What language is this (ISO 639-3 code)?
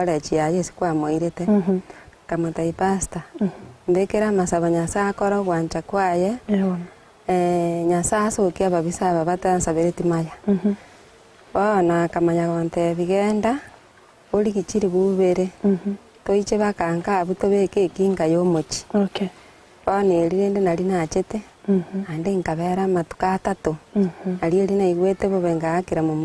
guz